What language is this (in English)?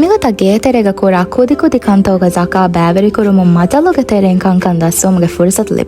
Divehi